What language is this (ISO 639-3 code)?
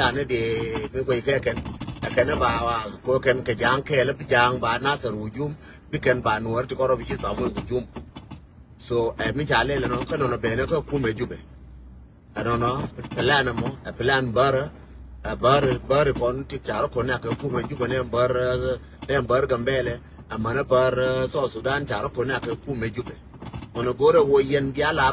nus